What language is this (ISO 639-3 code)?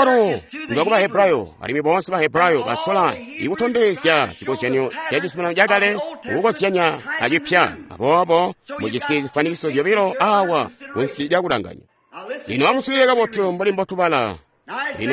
toi